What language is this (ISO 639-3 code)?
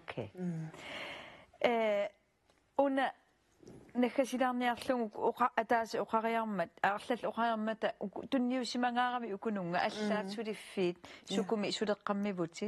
kal